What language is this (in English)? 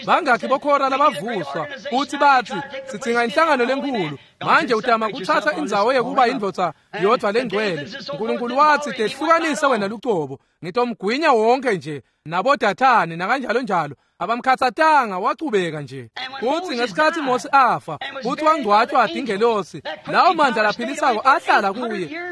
Swati